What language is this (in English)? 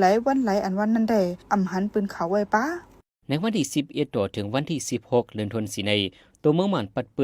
Shan